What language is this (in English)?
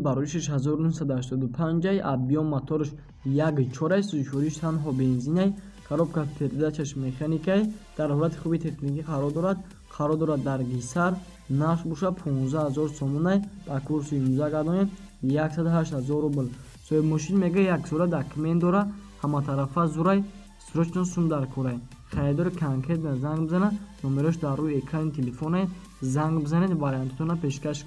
Tajik